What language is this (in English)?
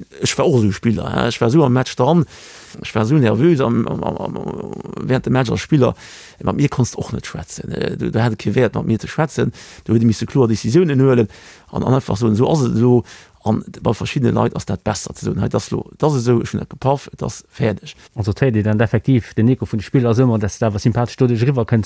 Luxembourgish